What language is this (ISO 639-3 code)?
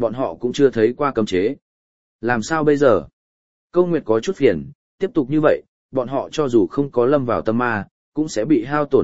vie